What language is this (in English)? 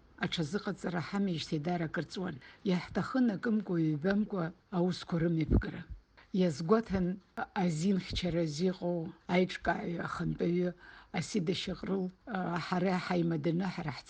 Abkhazian